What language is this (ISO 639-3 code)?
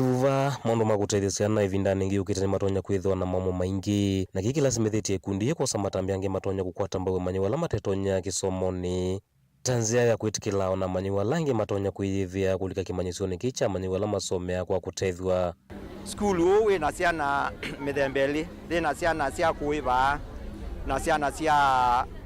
kam